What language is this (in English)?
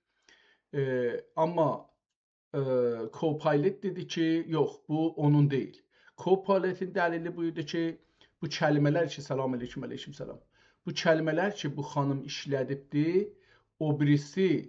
South Azerbaijani